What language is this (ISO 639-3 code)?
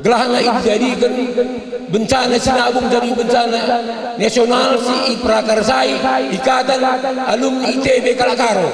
btx